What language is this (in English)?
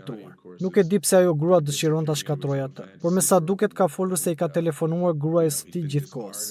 Albanian